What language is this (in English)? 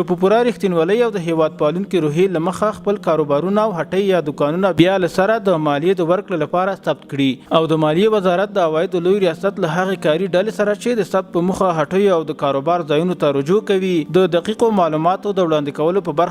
Pashto